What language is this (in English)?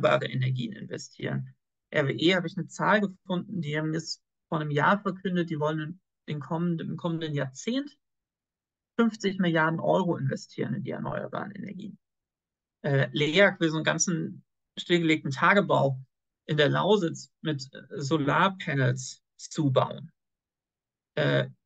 German